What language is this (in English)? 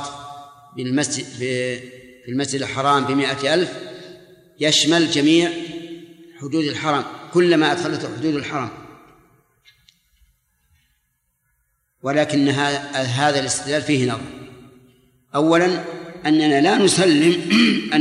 Arabic